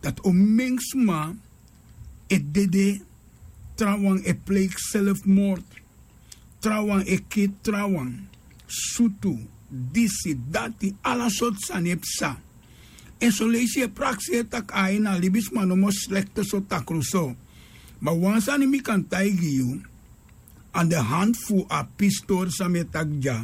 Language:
Sranan Tongo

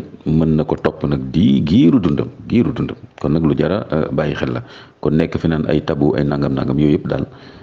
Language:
Wolof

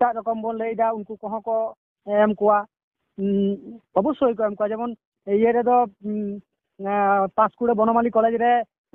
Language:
Santali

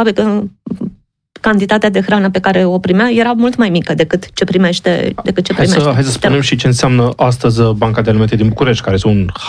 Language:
Romanian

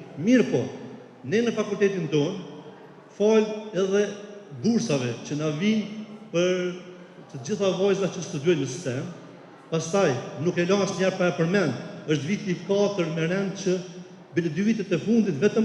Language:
Albanian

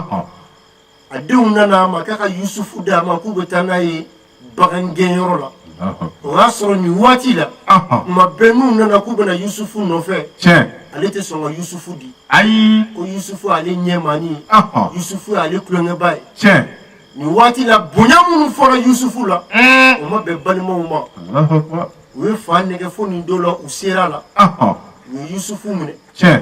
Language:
Bambara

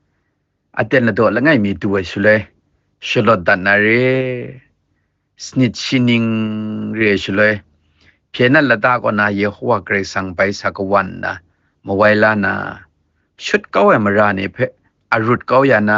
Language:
Kachin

